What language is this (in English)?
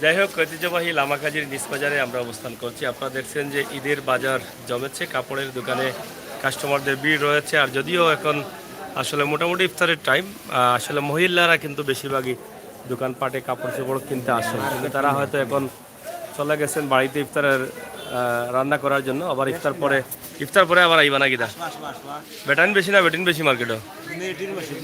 Sylheti